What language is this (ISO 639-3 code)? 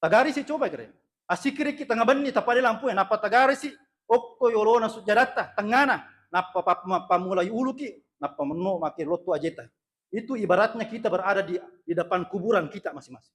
bug